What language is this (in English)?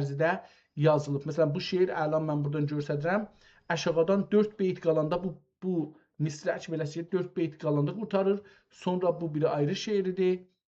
South Azerbaijani